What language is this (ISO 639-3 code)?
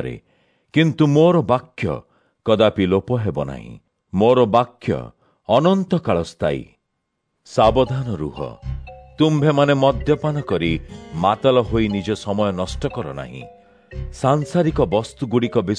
ori